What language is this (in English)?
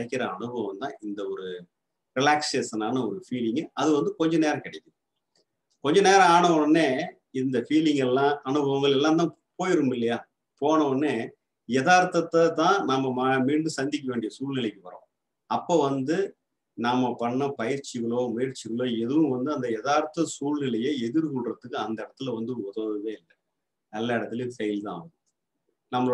Tamil